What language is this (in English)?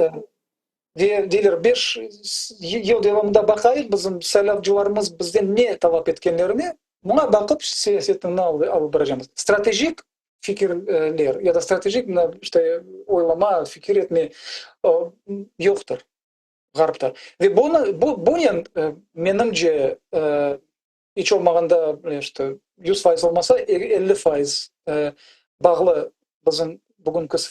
Crimean Tatar